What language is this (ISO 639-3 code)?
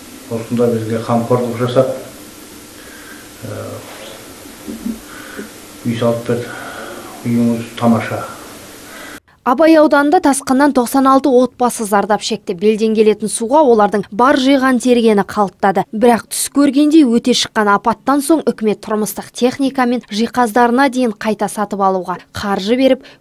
kaz